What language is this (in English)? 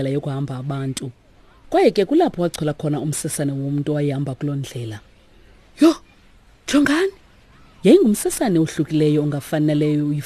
Xhosa